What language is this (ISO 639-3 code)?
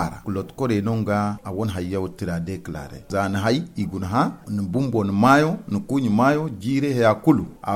dje